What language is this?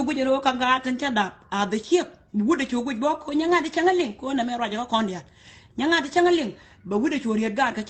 Nuer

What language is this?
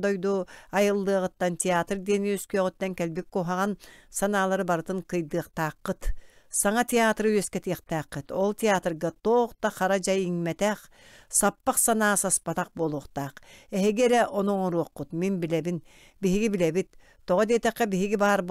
Yakut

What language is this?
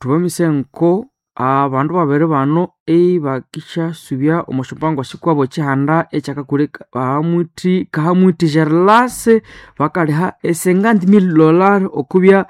Nande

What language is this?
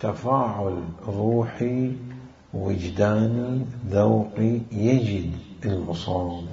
Mesopotamian Arabic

